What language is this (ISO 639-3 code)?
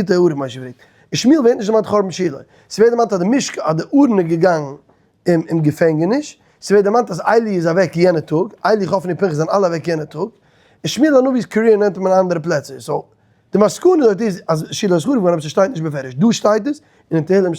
yid